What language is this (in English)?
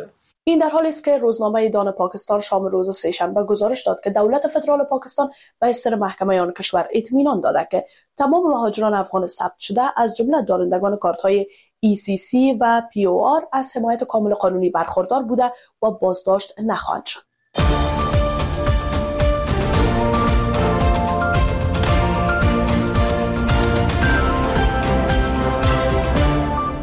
Persian